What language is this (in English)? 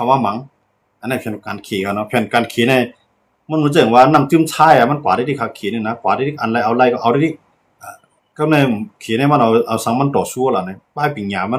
Shan